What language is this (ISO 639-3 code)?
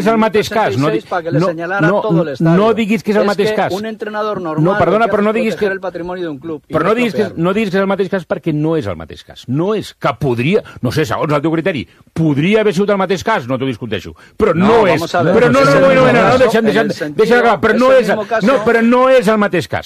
cat